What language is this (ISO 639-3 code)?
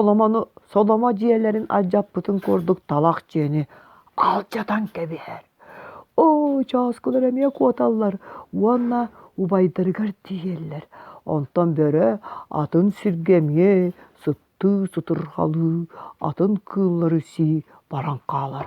sah